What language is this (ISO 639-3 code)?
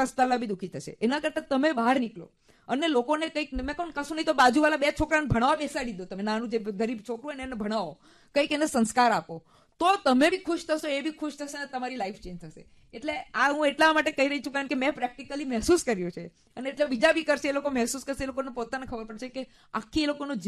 guj